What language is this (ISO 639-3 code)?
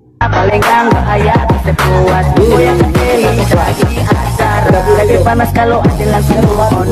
xmm